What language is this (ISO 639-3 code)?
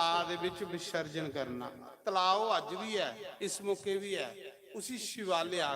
doi